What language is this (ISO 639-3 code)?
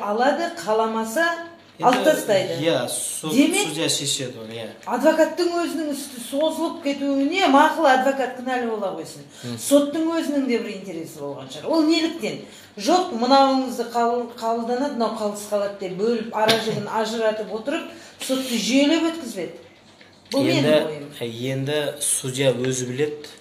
kaz